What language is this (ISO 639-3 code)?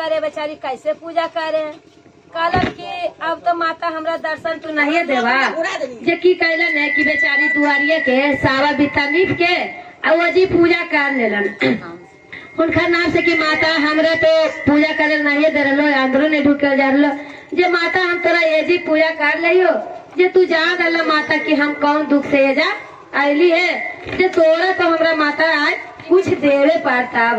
mag